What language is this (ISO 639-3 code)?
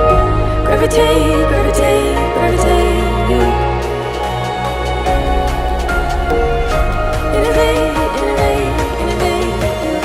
eng